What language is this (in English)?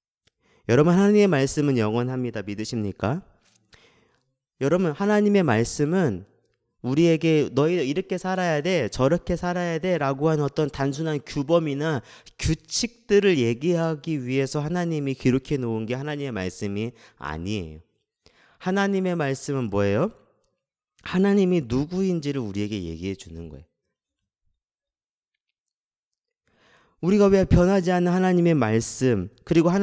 Korean